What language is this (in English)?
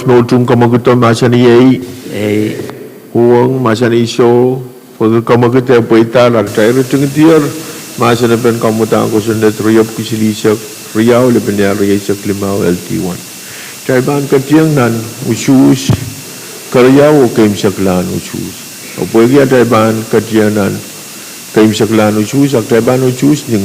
Pohnpeian